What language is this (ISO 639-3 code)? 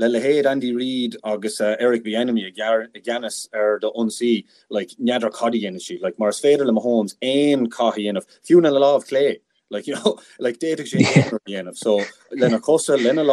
gle